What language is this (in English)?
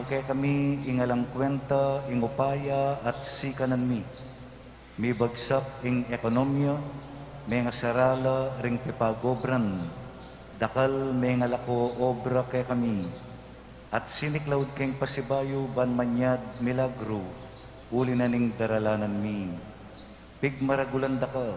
Pampanga